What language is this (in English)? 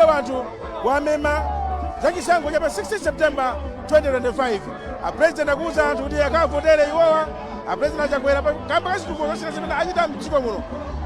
Nyanja